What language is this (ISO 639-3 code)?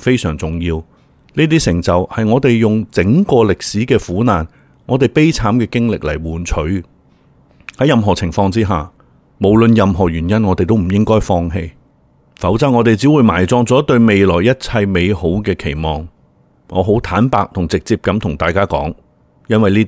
yue